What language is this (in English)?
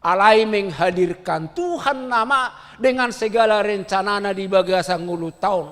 Batak Toba